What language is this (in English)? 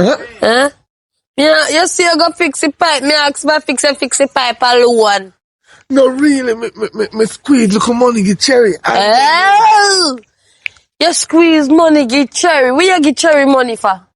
Jamaican Creole English